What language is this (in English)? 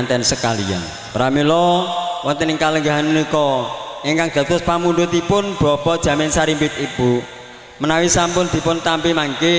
Javanese